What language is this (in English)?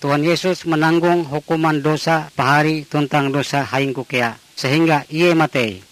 Ngaju